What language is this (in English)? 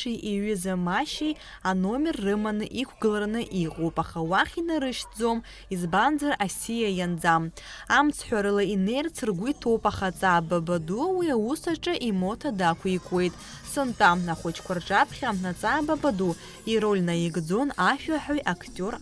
Abkhazian